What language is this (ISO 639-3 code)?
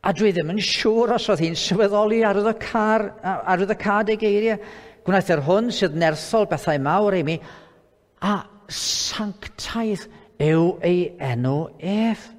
cym